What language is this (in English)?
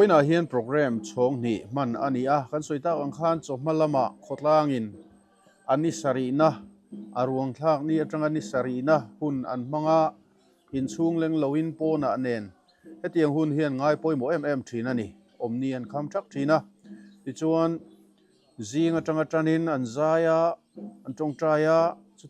Mizo